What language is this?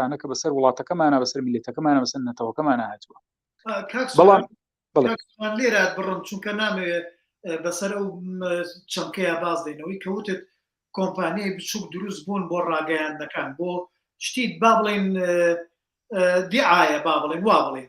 Central Kurdish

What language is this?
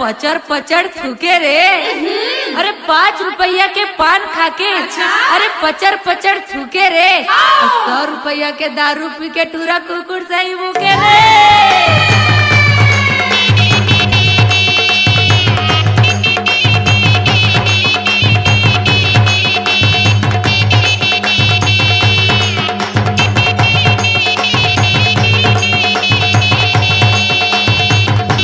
Chhattisgarhi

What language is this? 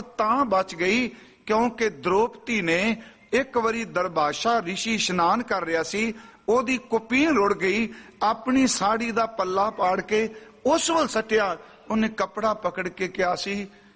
Punjabi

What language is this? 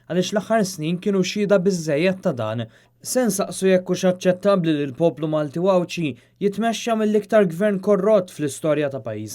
Maltese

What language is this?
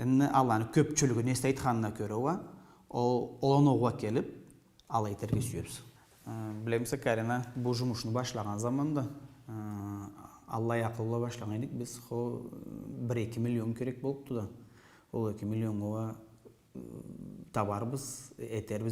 Karachay-Balkar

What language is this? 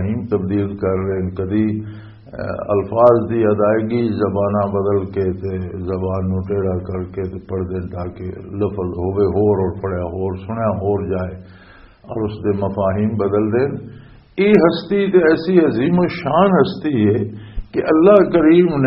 Western Panjabi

